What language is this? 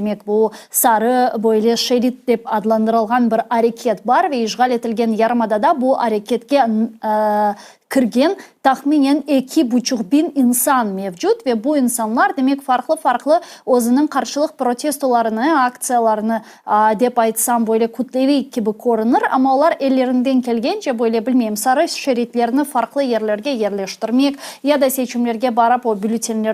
Crimean Tatar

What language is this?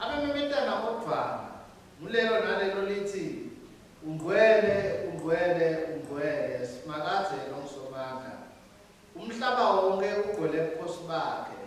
Swati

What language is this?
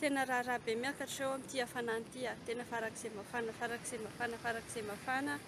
Malagasy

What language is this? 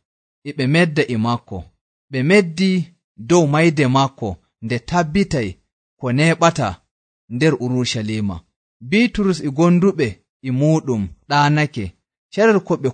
Nigerian Fulfulde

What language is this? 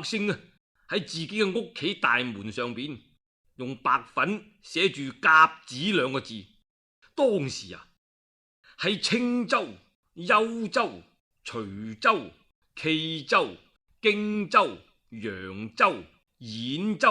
Cantonese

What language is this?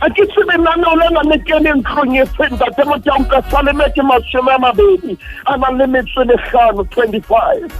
Southern Sotho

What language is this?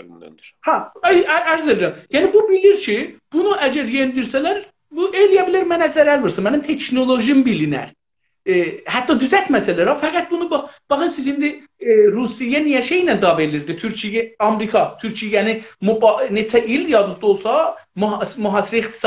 South Azerbaijani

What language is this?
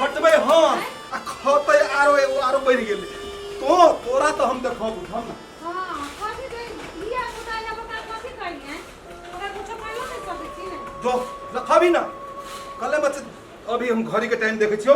Maithili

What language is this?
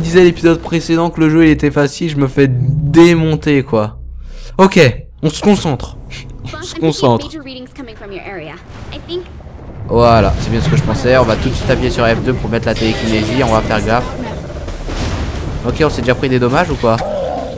French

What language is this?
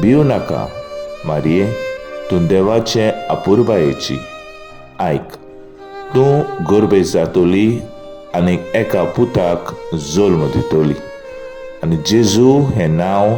Konkani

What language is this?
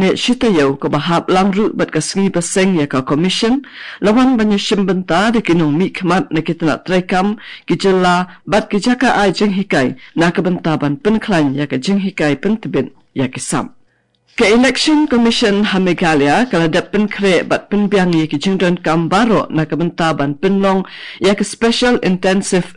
Khasi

